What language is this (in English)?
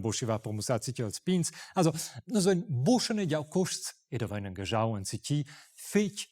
Romansh